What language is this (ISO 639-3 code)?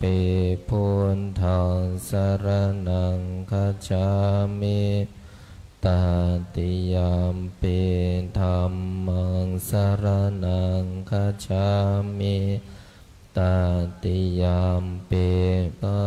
pli